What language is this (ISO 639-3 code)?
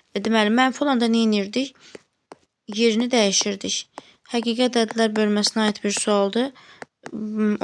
aze